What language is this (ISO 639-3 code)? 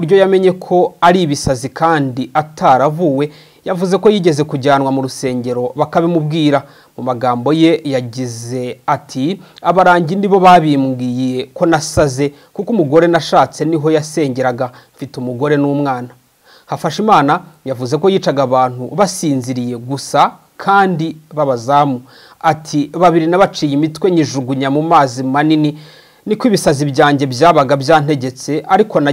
kin